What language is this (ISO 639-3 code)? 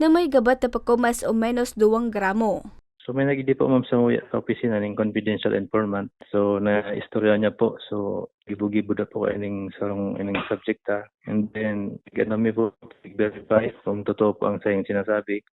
bik